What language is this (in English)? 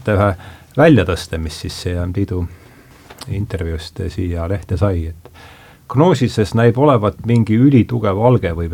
Estonian